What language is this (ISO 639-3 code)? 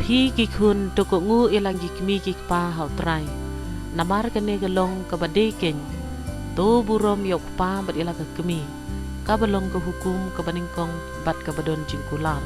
kha